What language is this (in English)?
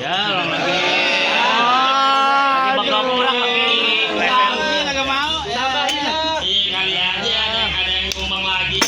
Betawi